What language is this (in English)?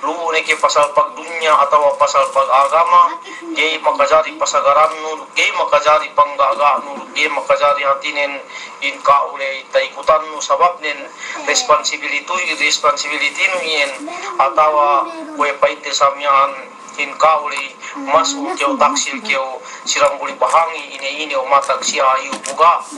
Yakan